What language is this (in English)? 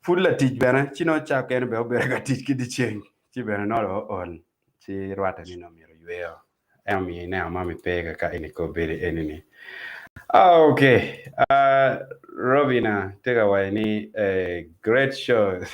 Acoli